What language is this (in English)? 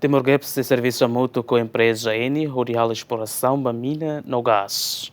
Tetum